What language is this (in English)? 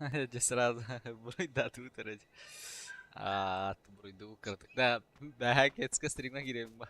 Yakut